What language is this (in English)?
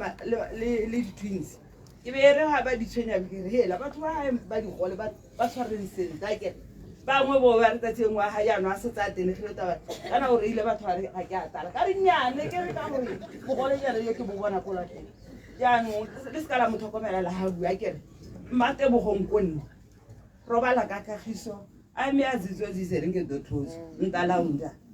Tswana